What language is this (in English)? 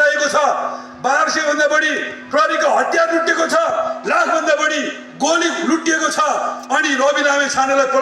Nepali